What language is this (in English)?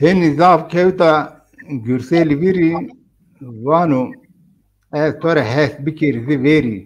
Zaza